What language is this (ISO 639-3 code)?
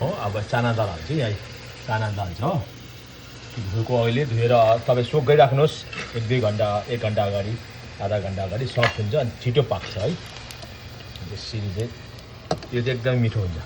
nep